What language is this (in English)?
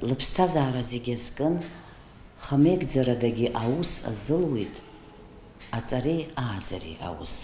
Abkhazian